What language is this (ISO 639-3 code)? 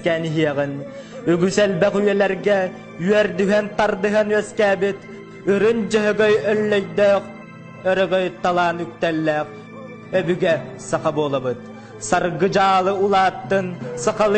sah